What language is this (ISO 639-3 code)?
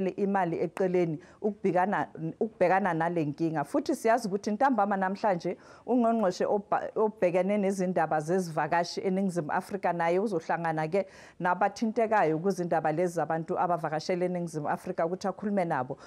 zul